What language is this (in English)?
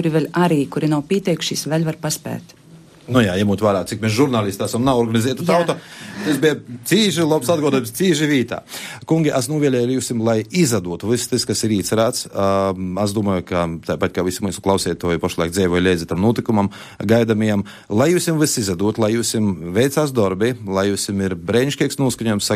Latvian